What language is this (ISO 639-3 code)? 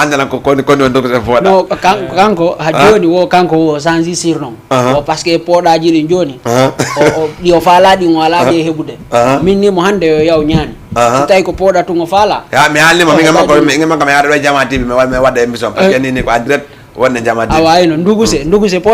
ful